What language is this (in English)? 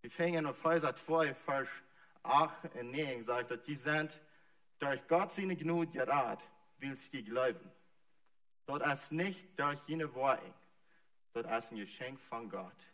Plautdietsch